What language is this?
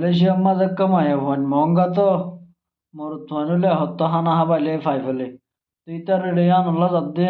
Rohingya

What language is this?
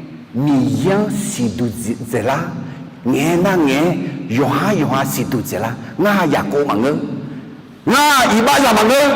Akha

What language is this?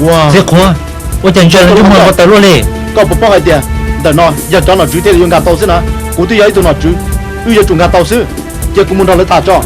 Hmong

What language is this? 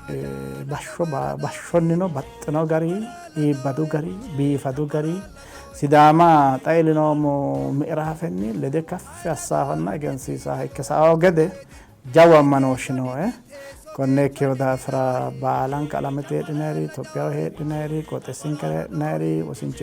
Sidamo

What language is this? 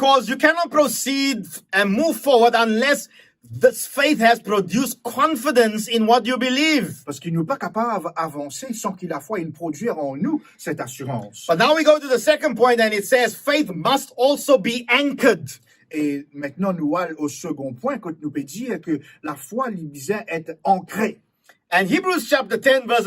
Morisyen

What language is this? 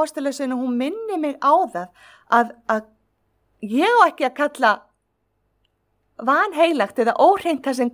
Icelandic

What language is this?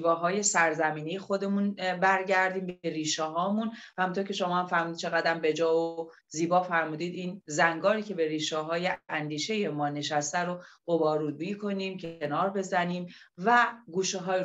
Persian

